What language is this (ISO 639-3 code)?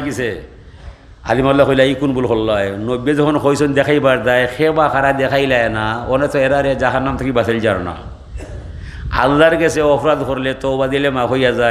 syl